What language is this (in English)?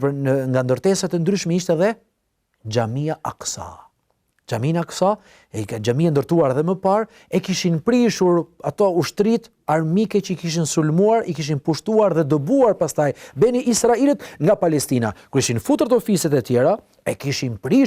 Albanian